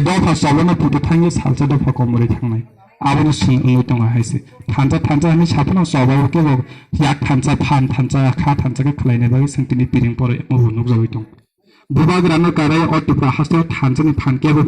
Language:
Kok Borok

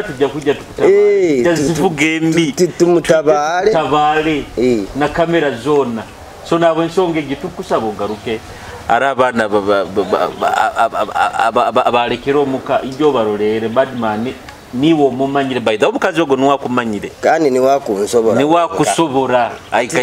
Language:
Nyoro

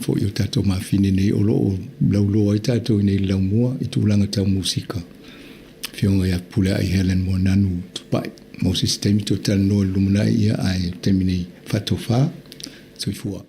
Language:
Samoan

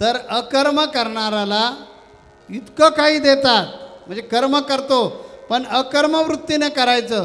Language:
Marathi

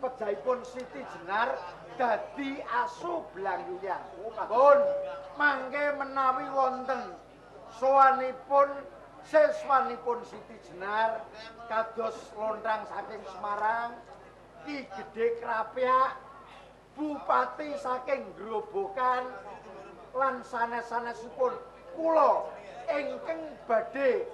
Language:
Javanese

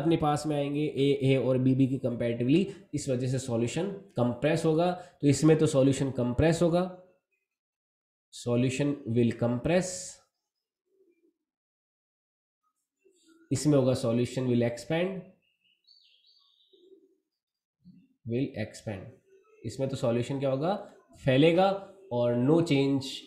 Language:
Hindi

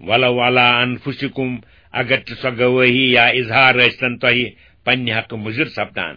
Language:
Kashmiri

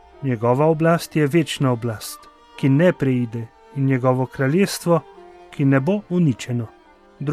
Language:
Slovenian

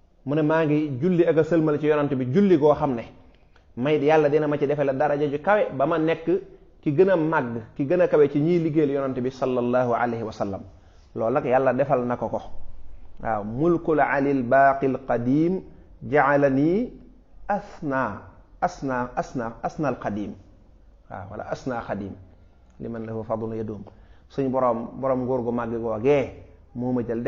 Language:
Wolof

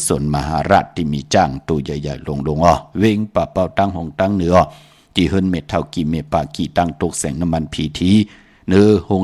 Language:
Shan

